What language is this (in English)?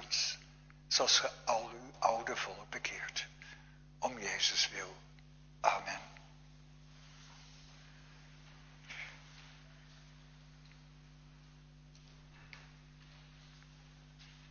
Dutch